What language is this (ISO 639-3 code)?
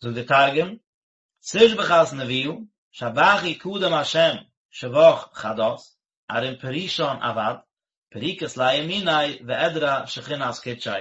yid